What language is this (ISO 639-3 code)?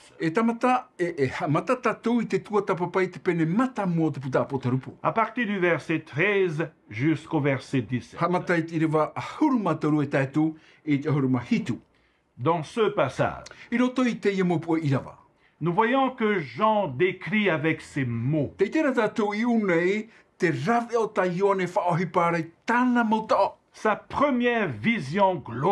tah